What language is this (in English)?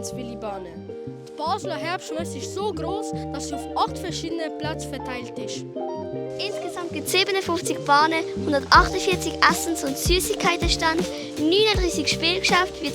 Swiss German